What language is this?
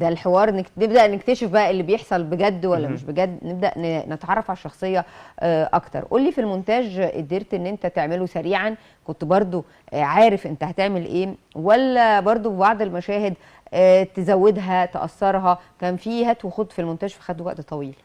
Egyptian Arabic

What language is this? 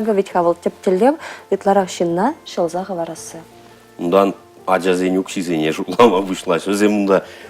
Chuvash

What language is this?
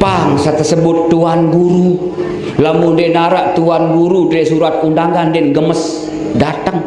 Sasak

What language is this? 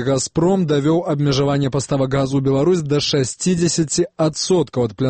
Belarusian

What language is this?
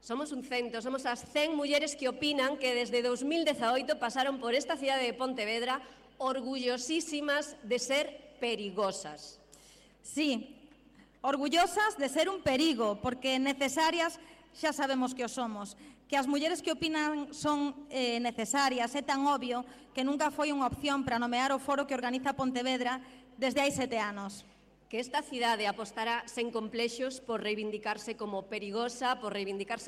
Galician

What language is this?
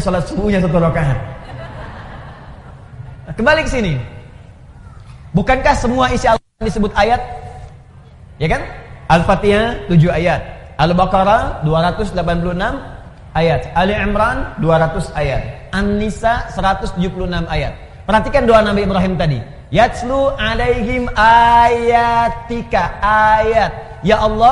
Indonesian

